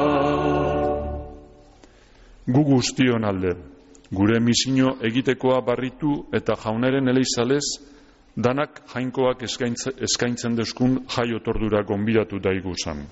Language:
Basque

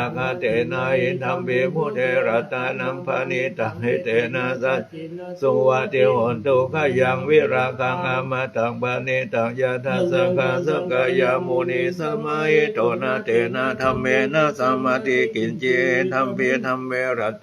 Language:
Pali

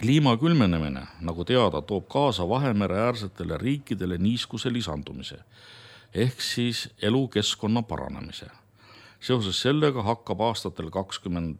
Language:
Estonian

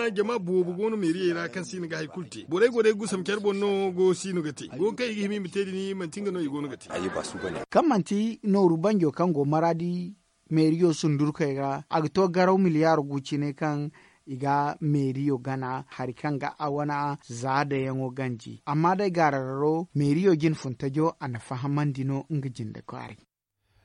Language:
Zarma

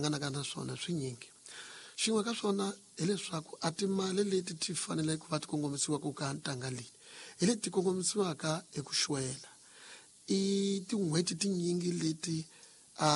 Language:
Tsonga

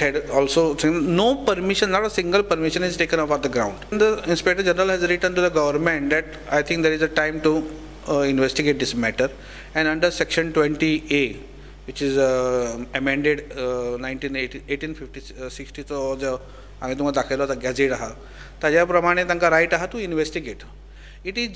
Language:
Konkani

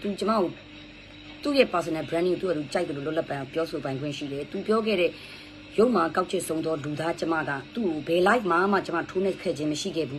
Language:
Burmese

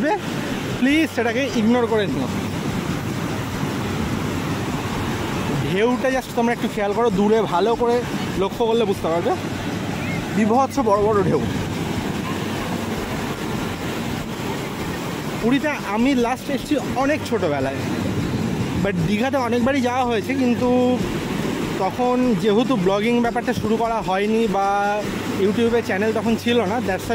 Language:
Bangla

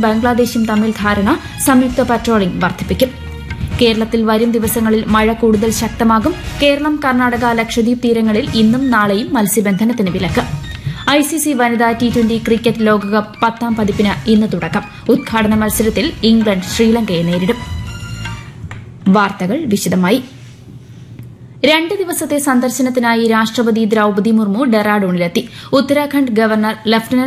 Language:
Malayalam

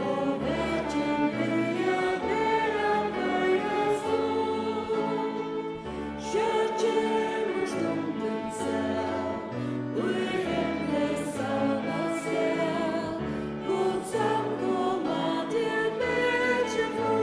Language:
Faroese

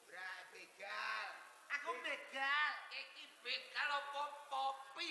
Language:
Javanese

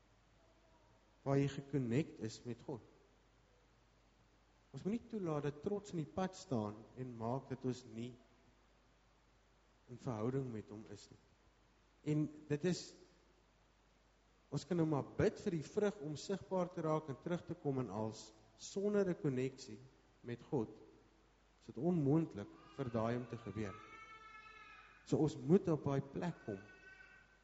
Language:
Afrikaans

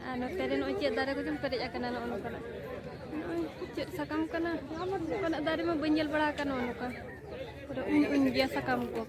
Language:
Santali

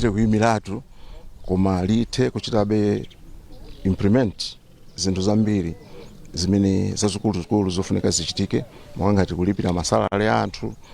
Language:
Nyanja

